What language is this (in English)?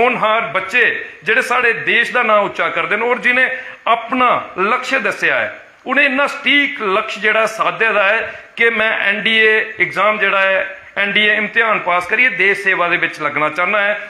Dogri